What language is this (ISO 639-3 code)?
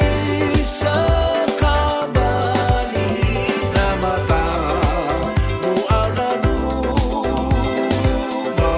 fij